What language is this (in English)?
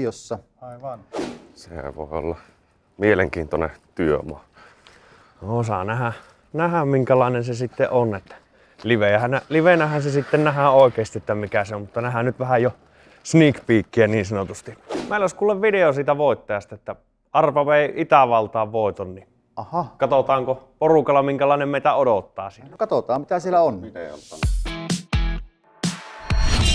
Finnish